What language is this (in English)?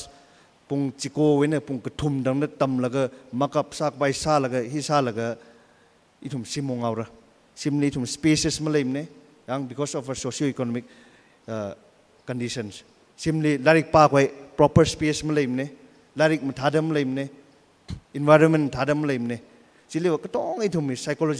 Tangkhul Naga (India)